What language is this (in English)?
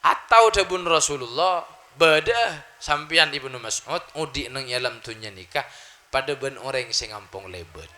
Madurese